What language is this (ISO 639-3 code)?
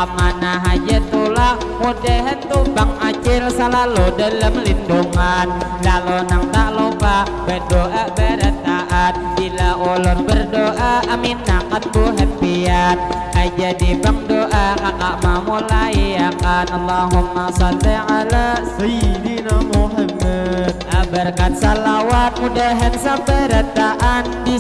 bjn